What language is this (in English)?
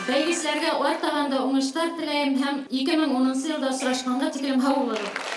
Bashkir